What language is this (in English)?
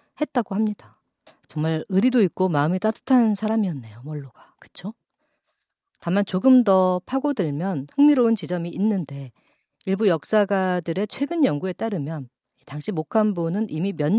Korean